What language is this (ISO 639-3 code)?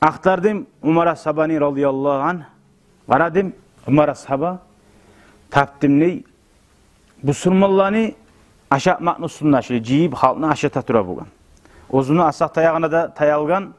kum